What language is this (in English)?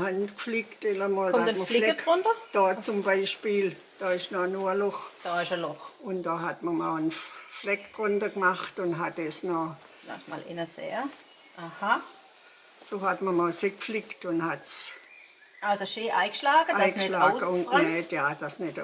Swabian